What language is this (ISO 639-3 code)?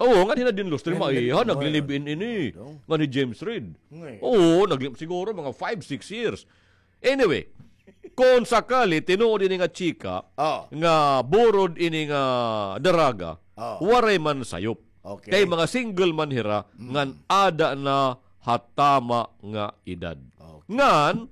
war